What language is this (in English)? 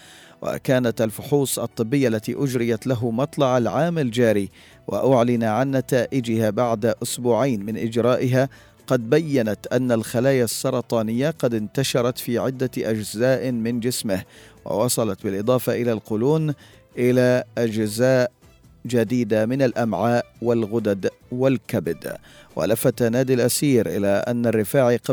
Arabic